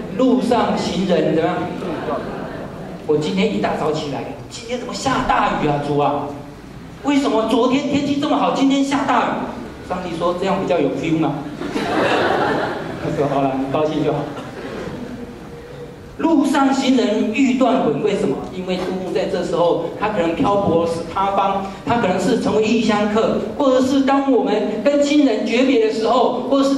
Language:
Chinese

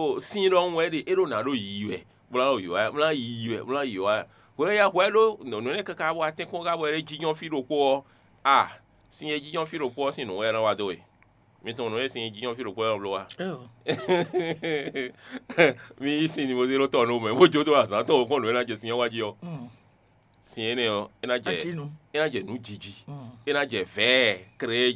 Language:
Fon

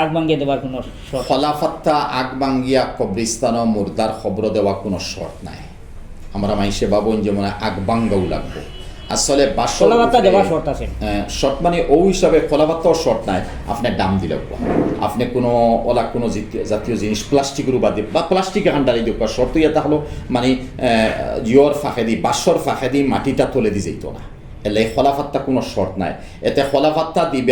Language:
Sylheti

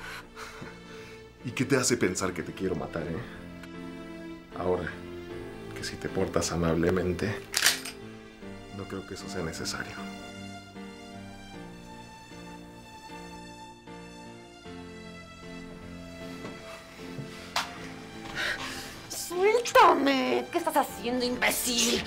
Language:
Spanish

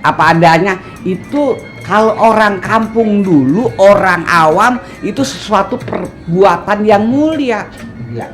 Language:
Betawi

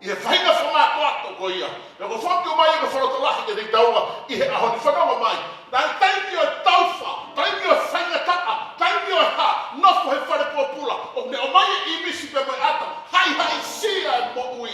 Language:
Tongan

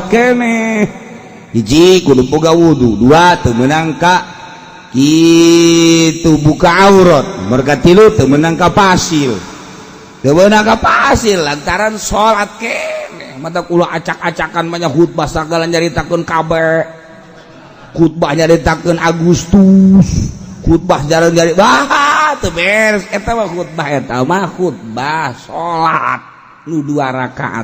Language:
Sundanese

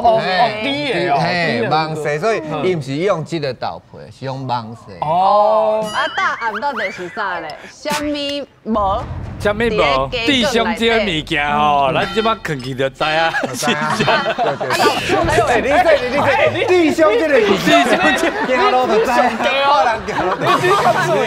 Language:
Min Nan Chinese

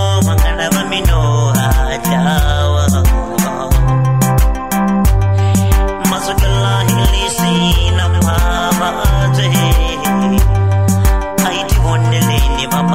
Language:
Swahili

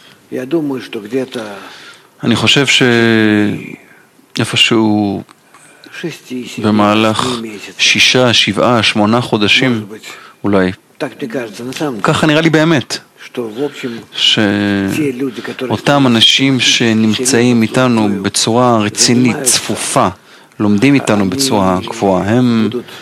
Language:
Hebrew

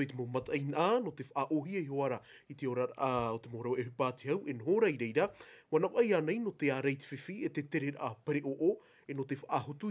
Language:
Tahitian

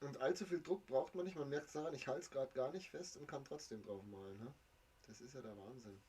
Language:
Bavarian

